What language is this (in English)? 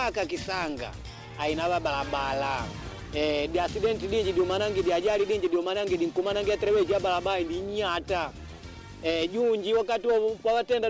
Swahili